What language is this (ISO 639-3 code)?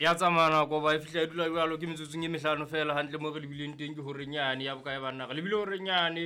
sot